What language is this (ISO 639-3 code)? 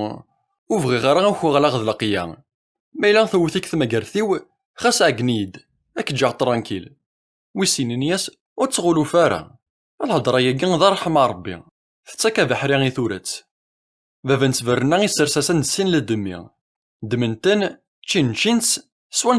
kab